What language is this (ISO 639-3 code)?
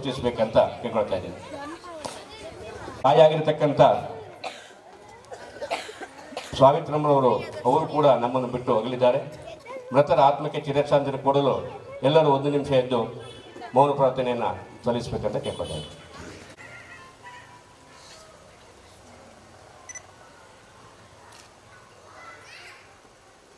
kan